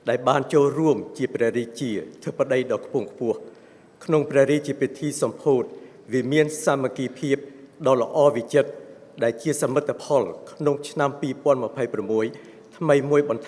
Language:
Khmer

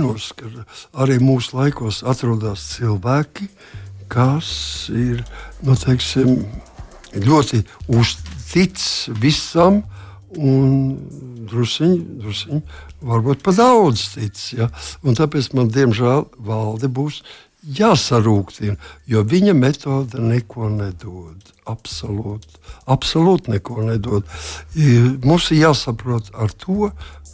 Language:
Latvian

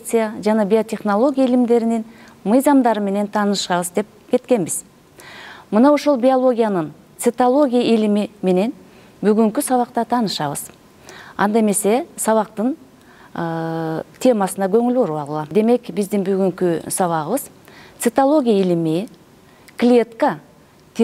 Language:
Kyrgyz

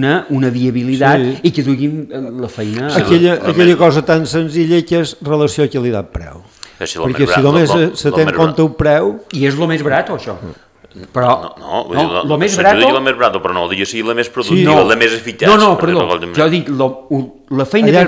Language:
Catalan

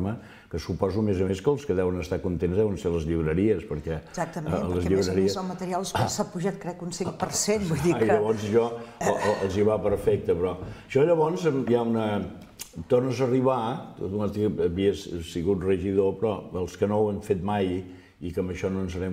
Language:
Catalan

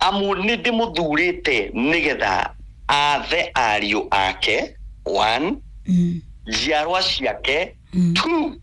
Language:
Kikuyu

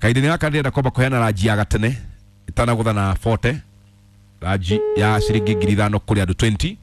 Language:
Kikuyu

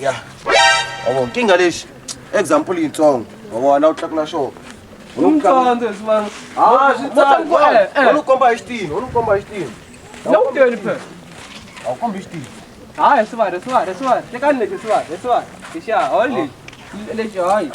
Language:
Tsonga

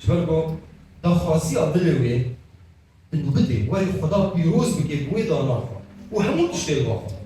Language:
Kurdish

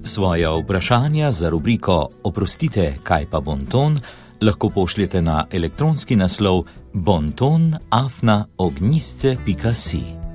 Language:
Slovenian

